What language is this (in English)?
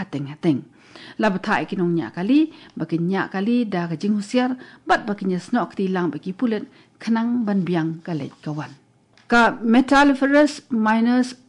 Khasi